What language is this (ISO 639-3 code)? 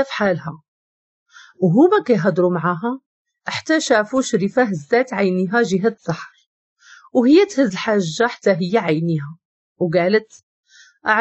ary